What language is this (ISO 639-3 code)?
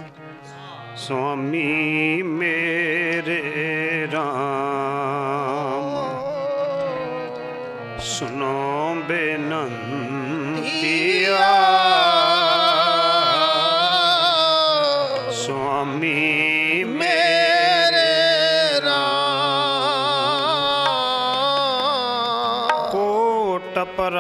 pan